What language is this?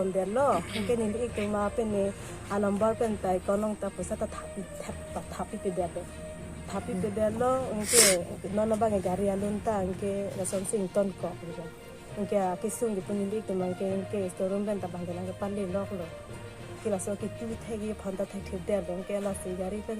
Karbi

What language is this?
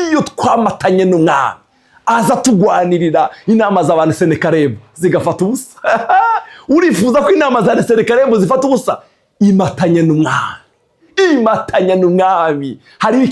Rundi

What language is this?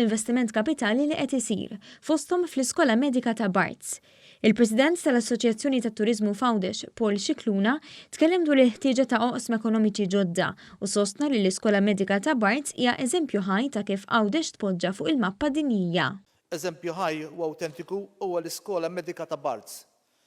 Maltese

